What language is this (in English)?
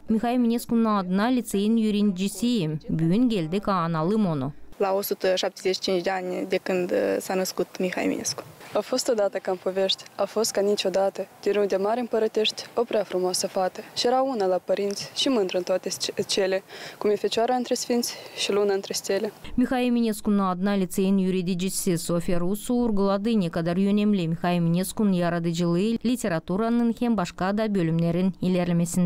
Gagauz